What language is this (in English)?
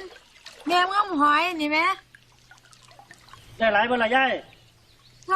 Lao